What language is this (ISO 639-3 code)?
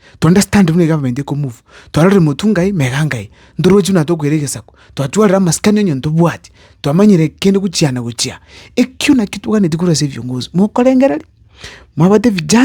guz